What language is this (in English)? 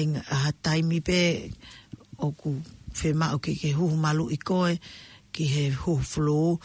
Tongan